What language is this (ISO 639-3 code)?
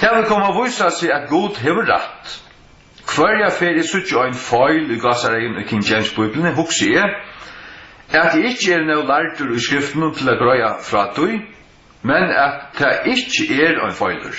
fao